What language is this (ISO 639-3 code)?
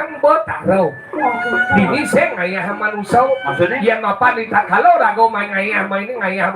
ban